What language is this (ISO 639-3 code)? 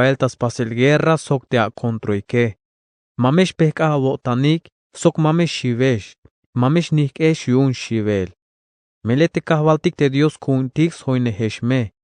tzh